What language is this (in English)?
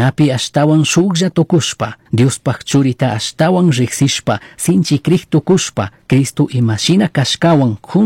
Chimborazo Highland Quichua